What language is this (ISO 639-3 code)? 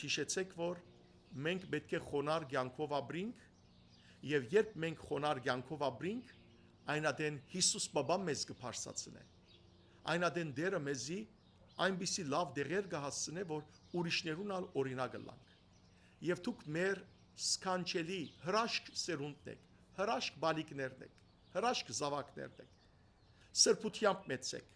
hyw